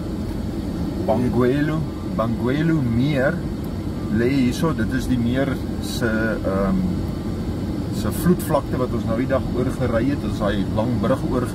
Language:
Afrikaans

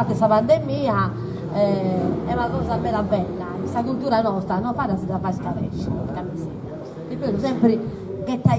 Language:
Sardinian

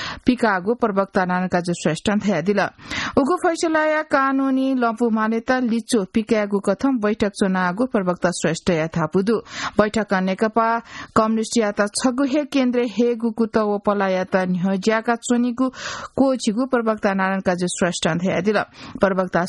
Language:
Newari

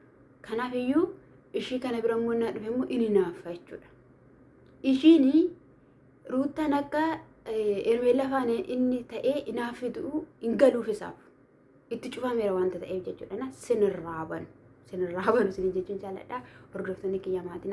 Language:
Oromo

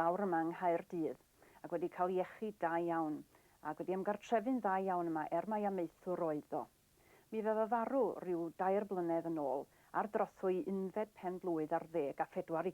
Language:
Welsh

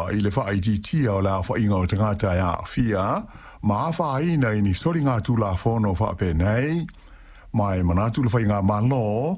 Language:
Samoan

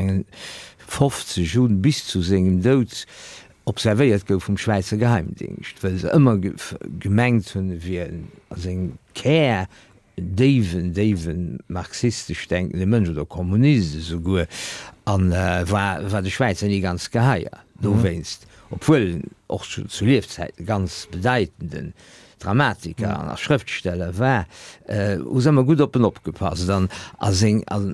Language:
Luxembourgish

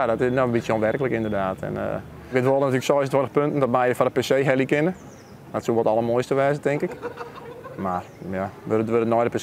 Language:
Western Frisian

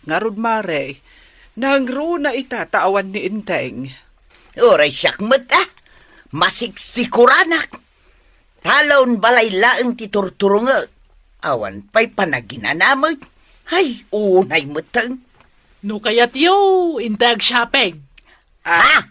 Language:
Iloko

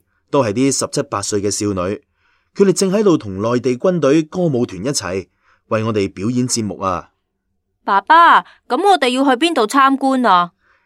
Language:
Cantonese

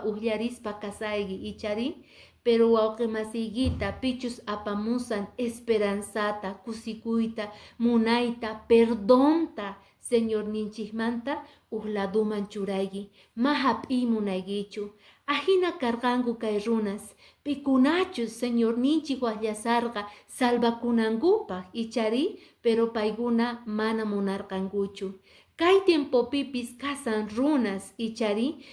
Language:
Quechua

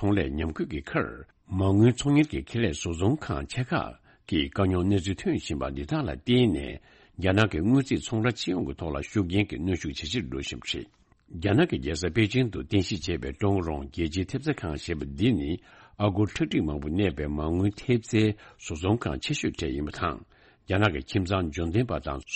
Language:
Tibetan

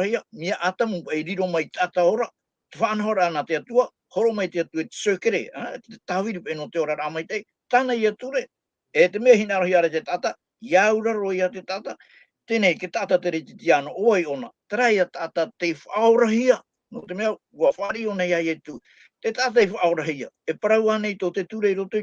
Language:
Tahitian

